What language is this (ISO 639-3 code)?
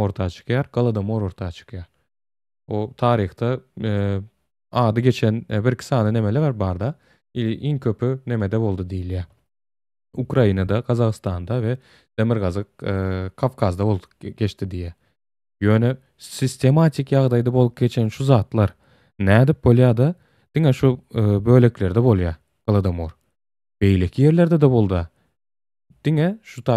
tuk